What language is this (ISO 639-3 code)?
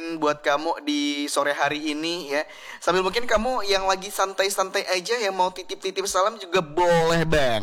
ind